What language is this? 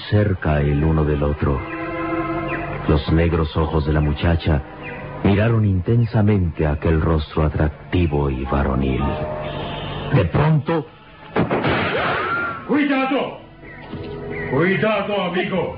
Spanish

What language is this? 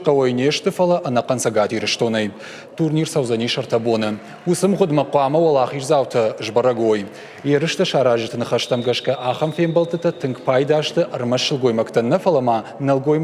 Ossetic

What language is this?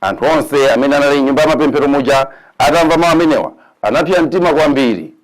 Nyanja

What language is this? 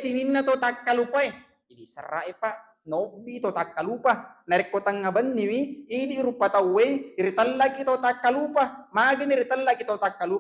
Buginese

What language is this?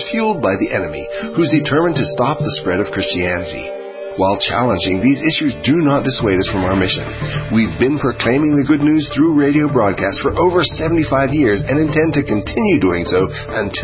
English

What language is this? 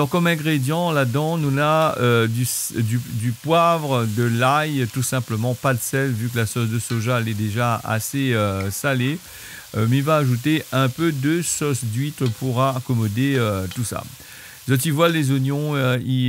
Réunion Creole French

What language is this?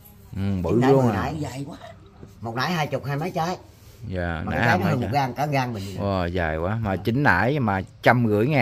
Vietnamese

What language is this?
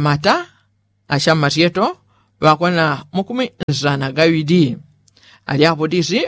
Yao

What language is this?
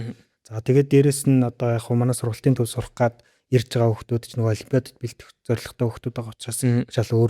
Mongolian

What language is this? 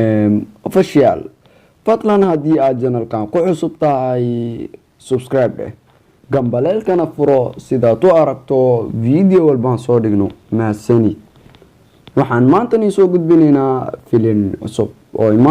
Somali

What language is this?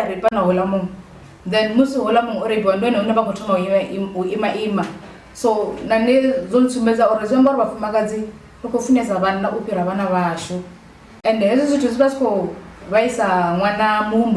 Venda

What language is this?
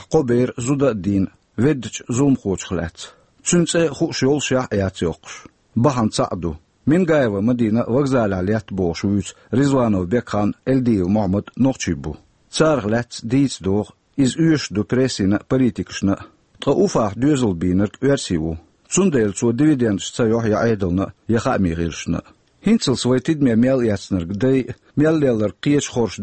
Chechen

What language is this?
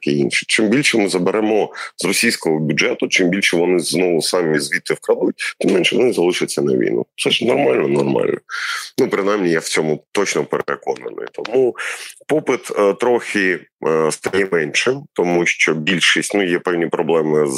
Ukrainian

